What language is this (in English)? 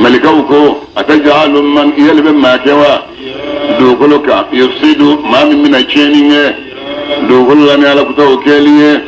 Bambara